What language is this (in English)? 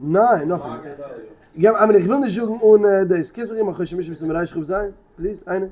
Yiddish